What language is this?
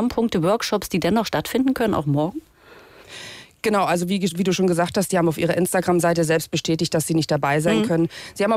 German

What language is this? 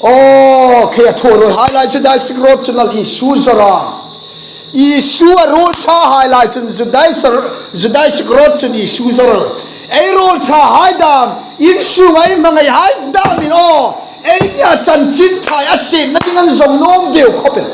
Hmar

